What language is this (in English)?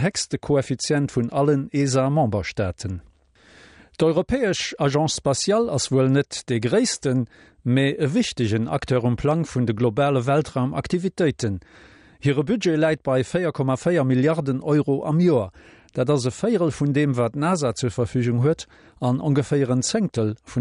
Luxembourgish